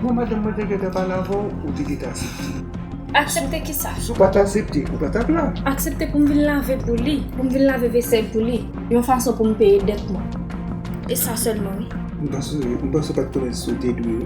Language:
Haitian Creole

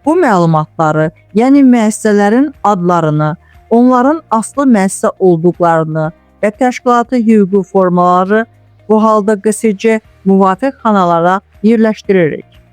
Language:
Azerbaijani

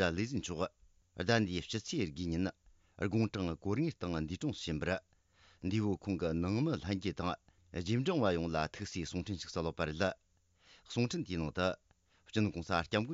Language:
Tibetan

